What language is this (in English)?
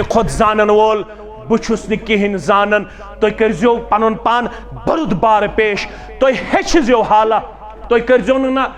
Kashmiri